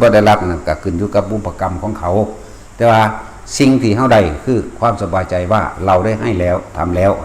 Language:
Northeastern Thai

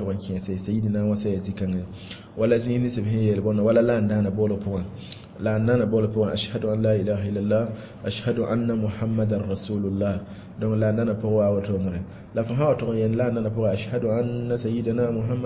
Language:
Mossi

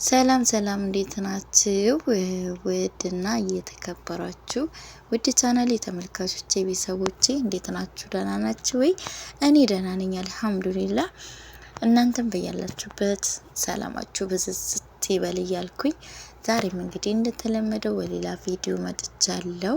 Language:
Amharic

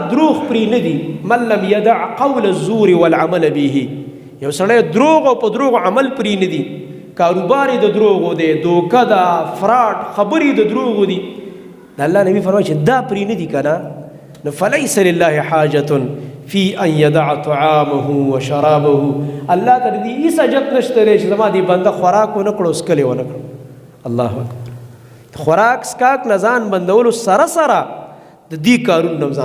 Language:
Pashto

